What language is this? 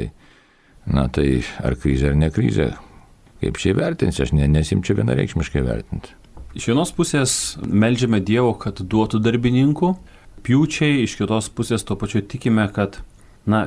Lithuanian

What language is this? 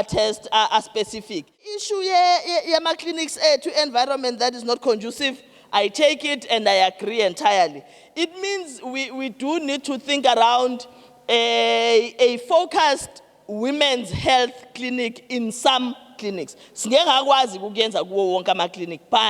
Zulu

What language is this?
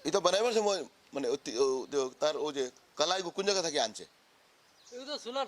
Manipuri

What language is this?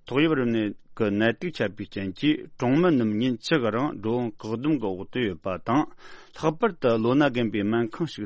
Tibetan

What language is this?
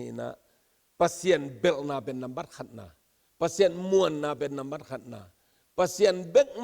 Tedim Chin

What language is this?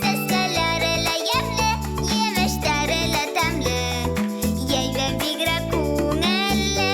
Bashkir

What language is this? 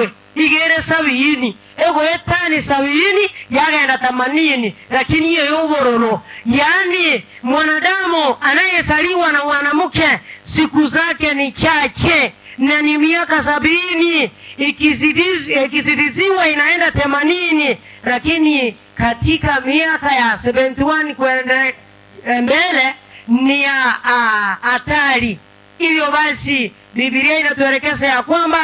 Gusii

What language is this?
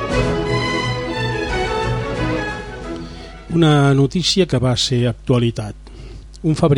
Catalan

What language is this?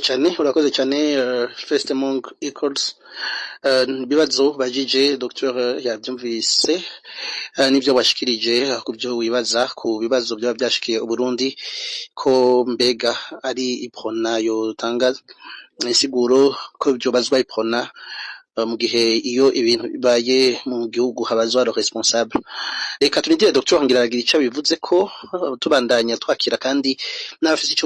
Rundi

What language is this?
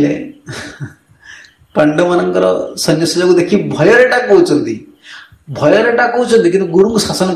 Odia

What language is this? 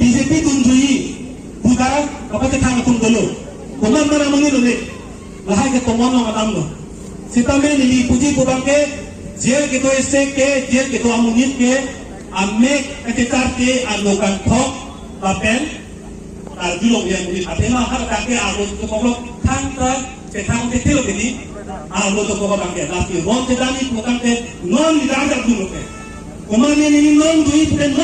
Karbi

